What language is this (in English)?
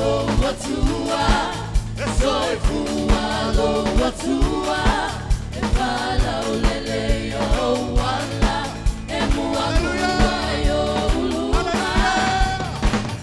Samoan